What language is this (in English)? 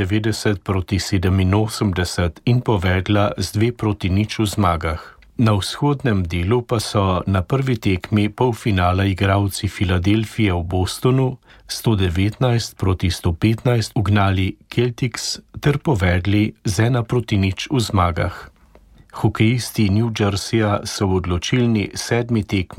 Slovenian